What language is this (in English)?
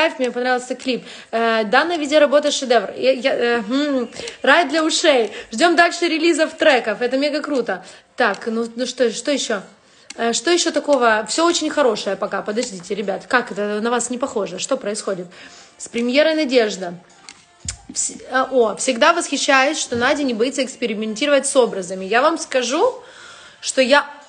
Russian